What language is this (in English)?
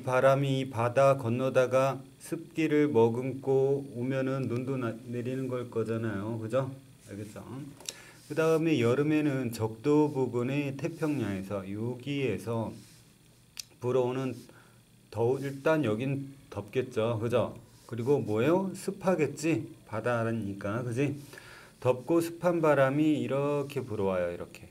Korean